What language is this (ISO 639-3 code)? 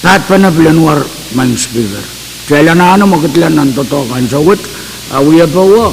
pon